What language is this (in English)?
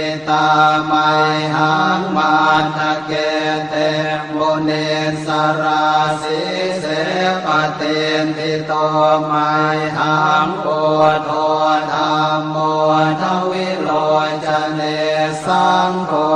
Pali